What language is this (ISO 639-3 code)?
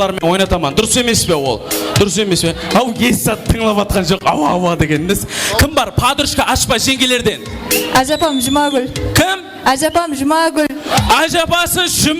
kaa